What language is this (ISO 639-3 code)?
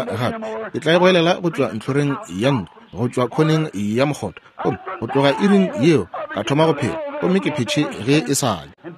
nso